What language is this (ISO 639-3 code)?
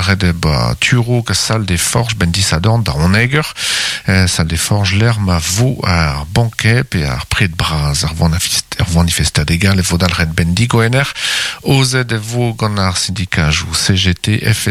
bre